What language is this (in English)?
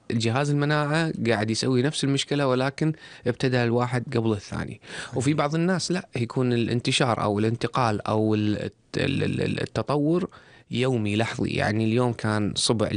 Gulf Arabic